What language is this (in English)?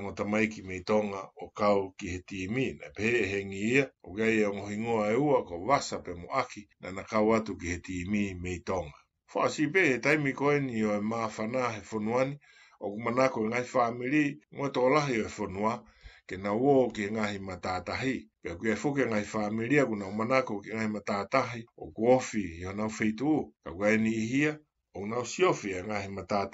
Tongan